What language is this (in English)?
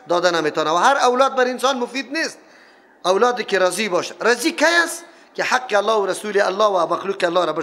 Persian